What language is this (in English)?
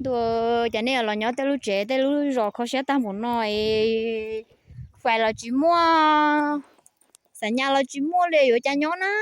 Hmong